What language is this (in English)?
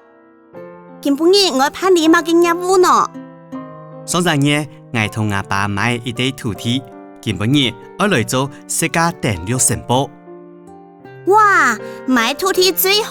Hakka Chinese